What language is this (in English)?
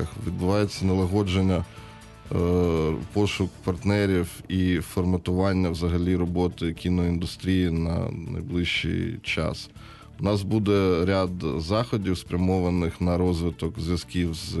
Ukrainian